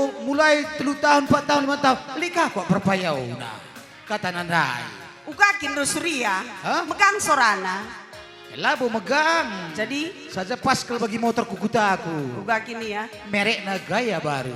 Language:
Batak Karo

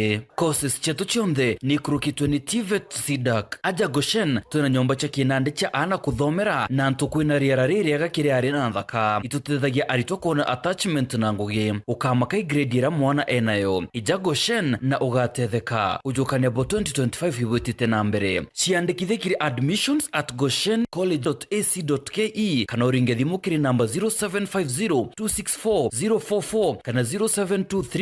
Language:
Meru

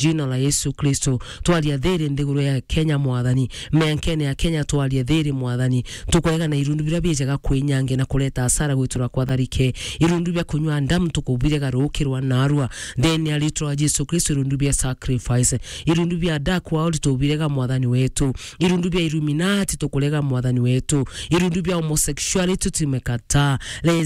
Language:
Meru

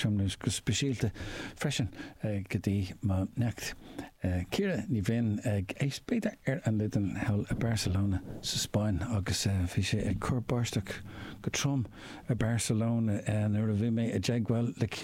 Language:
Irish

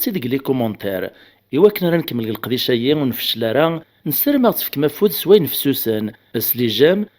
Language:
Kabyle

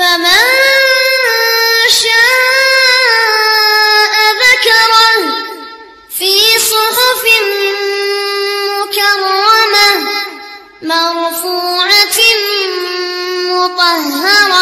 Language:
Arabic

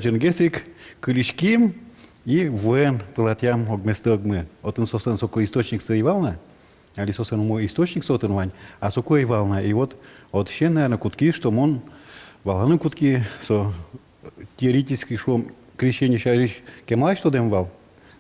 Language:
Udmurt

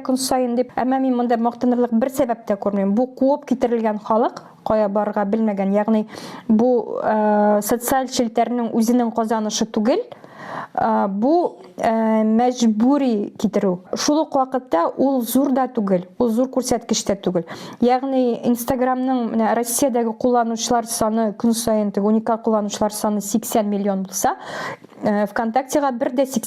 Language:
Tatar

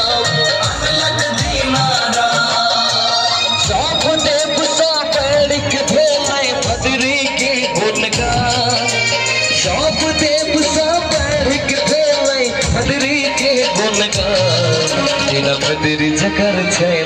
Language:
Maithili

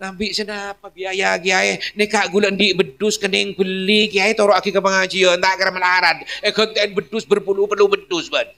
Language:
Madurese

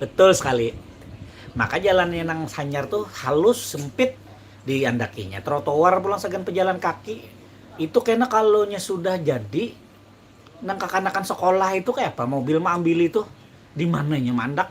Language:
Banjar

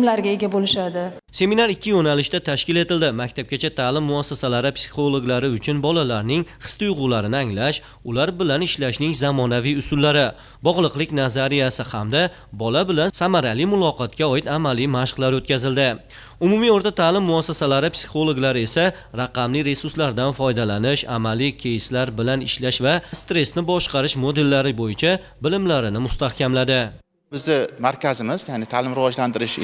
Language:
Uzbek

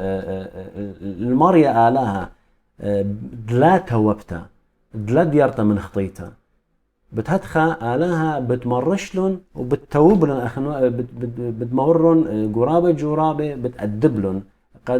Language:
Assyrian Neo-Aramaic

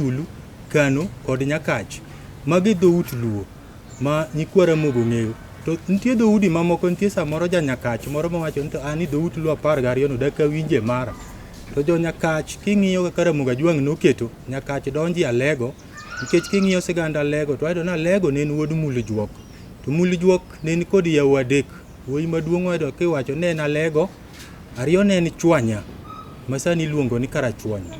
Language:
Luo (Kenya and Tanzania)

